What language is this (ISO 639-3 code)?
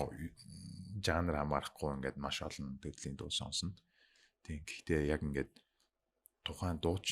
mon